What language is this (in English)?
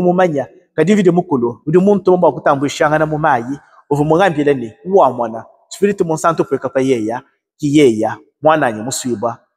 Luba-Lulua